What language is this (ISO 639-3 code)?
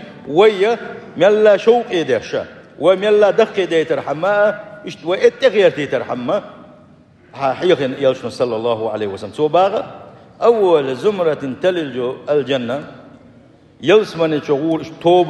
che